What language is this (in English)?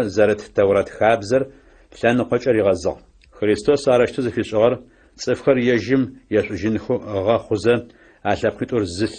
Adyghe